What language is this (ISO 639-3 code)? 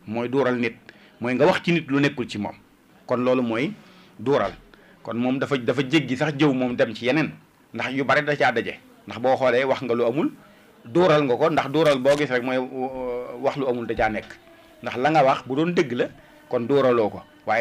wol